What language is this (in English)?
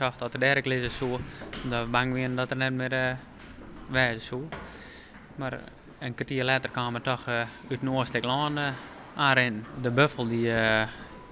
Western Frisian